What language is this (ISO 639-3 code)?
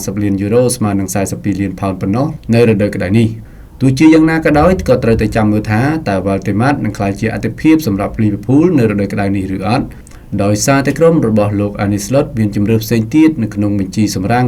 khm